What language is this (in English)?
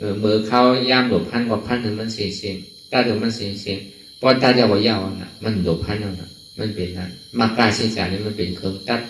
Shan